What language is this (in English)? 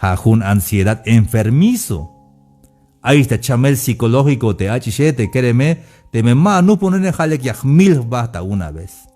Tzeltal